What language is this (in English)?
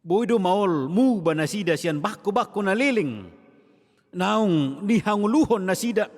Batak Toba